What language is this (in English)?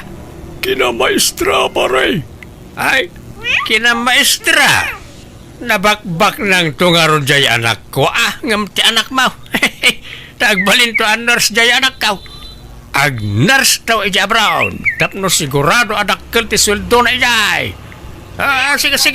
Iloko